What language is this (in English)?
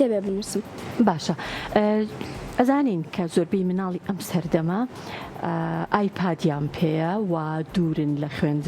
Central Kurdish